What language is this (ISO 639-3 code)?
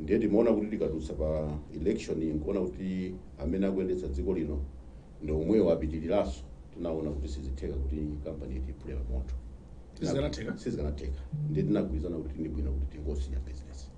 nya